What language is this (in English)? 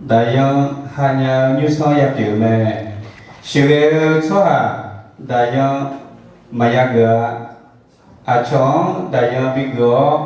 Akha